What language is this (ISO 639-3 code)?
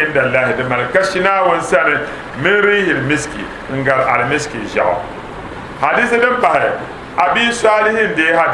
dag